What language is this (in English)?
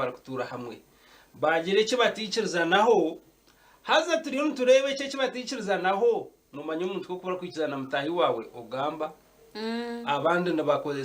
Nyankole